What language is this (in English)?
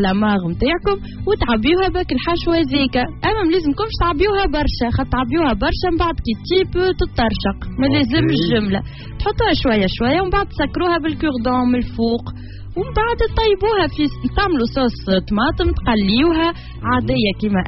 Tunisian Arabic